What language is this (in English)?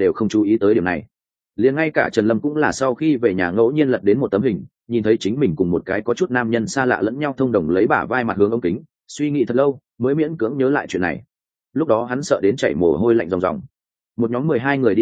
Vietnamese